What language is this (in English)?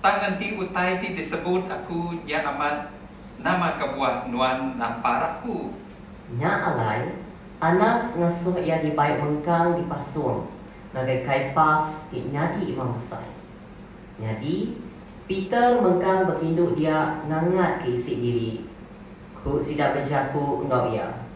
Iban